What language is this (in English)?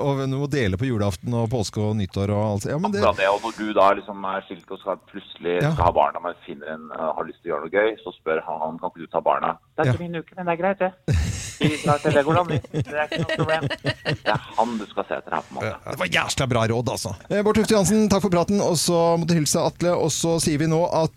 Norwegian